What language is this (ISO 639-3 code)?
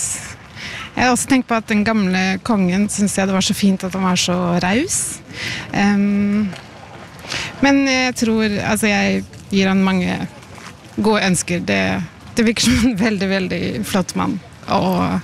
nor